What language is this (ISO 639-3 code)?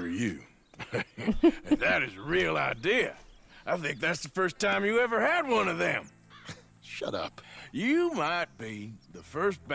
gsw